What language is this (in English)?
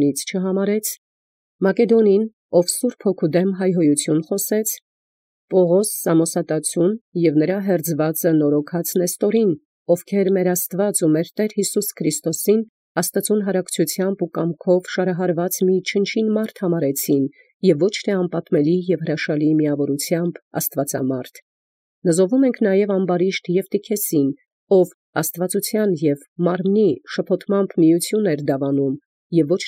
Armenian